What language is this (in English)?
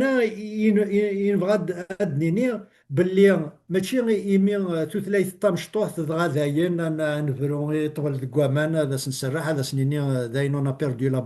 Kabyle